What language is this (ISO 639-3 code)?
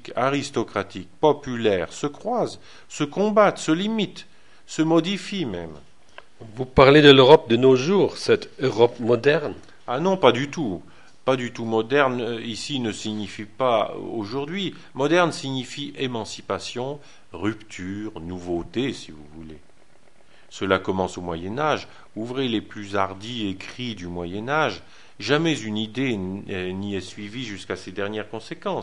fra